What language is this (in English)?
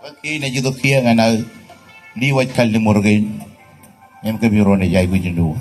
Marshallese